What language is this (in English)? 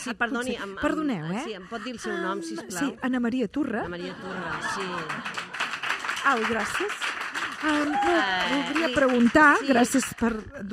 Catalan